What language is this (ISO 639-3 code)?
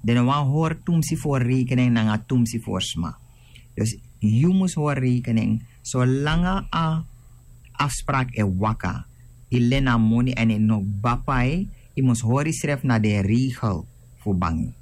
srn